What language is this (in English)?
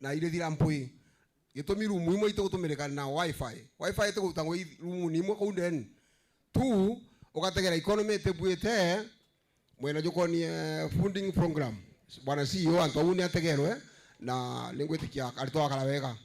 Meru